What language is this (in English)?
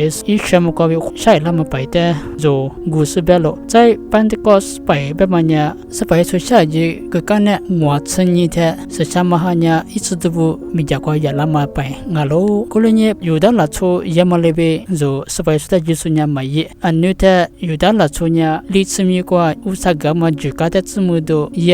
Lisu